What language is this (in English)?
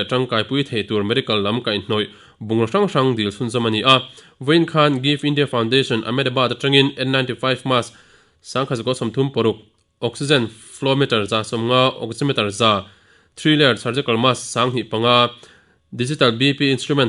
Mizo